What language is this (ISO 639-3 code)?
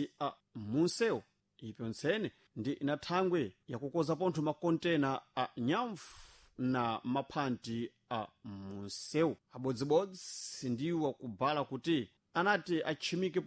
seh